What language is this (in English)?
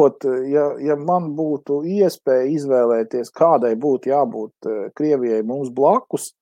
Latvian